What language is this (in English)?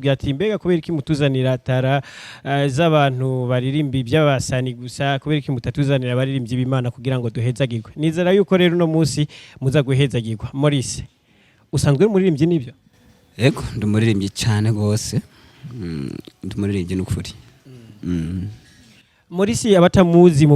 Rundi